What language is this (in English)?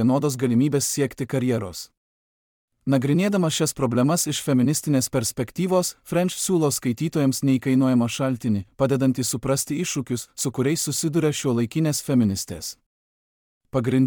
Lithuanian